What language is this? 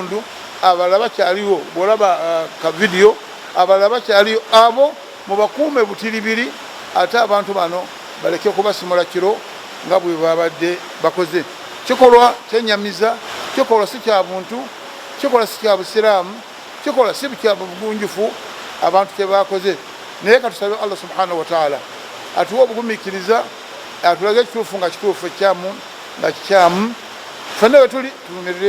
Ganda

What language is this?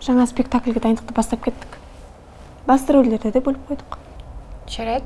Kazakh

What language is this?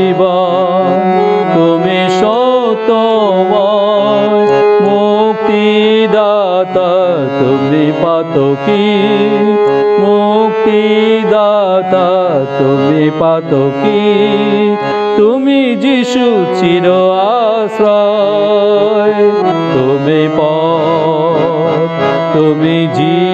Bangla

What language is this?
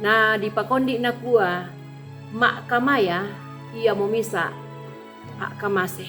Toraja-Sa'dan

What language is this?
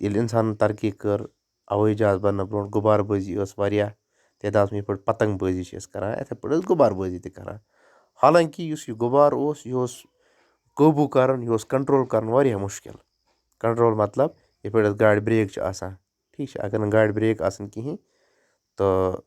Kashmiri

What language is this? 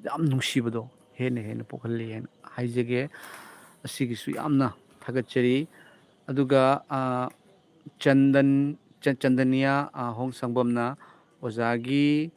Manipuri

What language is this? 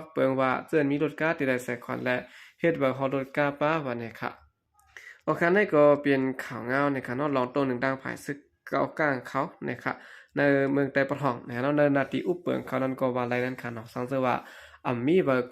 Shan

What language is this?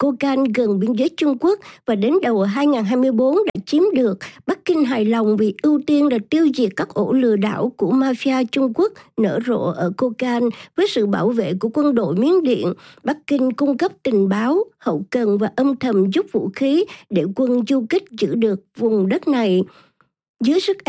Vietnamese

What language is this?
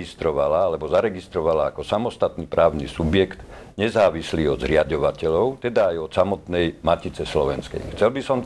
Slovak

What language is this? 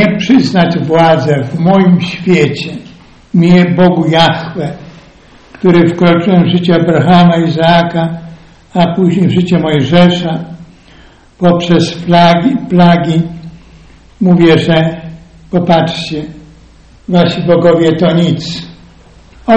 Polish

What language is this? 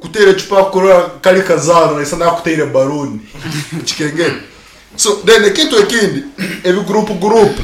Nyankole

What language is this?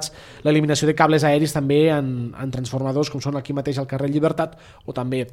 Catalan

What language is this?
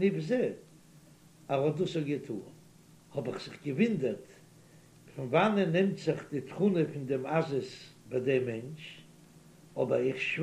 Yiddish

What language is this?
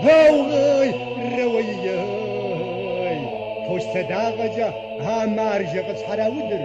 Kabardian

